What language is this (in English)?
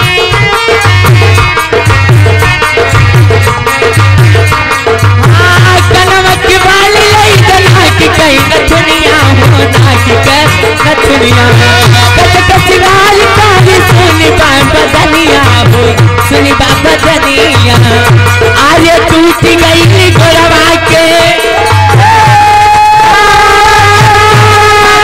Bhojpuri